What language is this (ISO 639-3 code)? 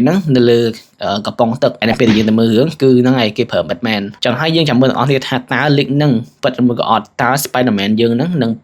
khm